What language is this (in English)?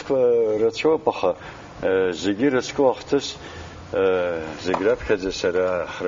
Abkhazian